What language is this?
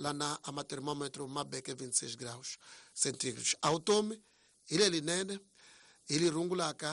Tsonga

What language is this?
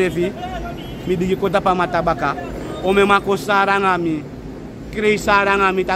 Sranan Tongo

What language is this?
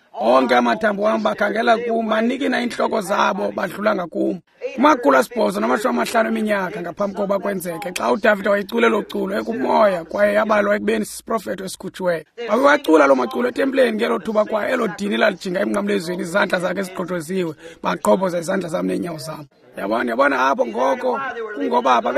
Xhosa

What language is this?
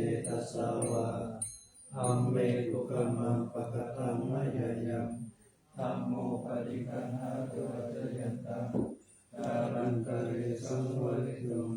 Pali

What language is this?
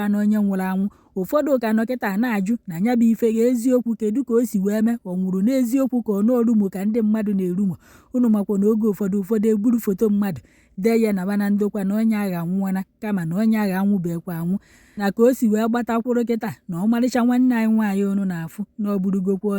Igbo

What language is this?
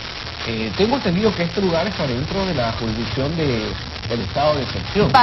Spanish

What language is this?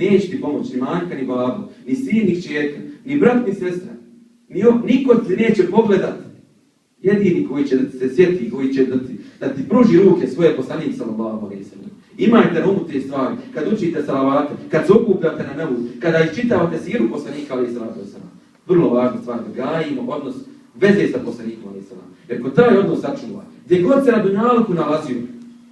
Bosnian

